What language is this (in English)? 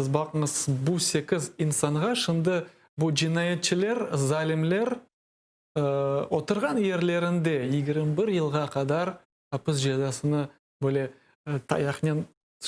Crimean Tatar